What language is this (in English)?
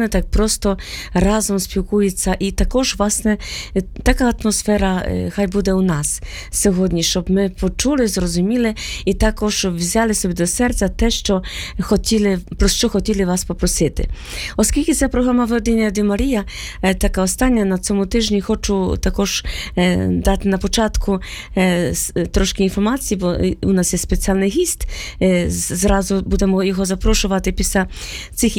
Ukrainian